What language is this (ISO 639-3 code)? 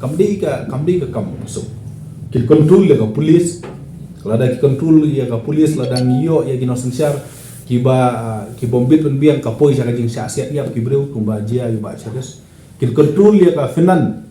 kha